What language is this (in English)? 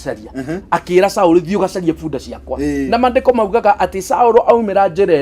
Kikuyu